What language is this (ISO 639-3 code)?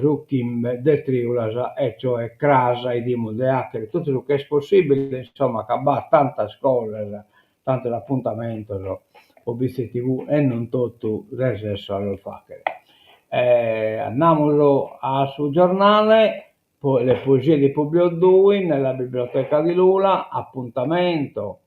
srd